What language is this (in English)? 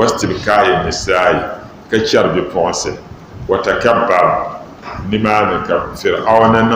Dagbani